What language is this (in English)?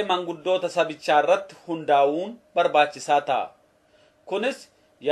Oromo